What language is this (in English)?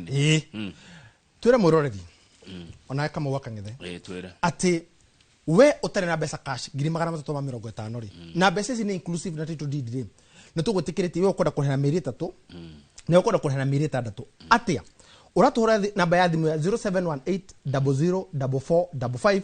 Kikuyu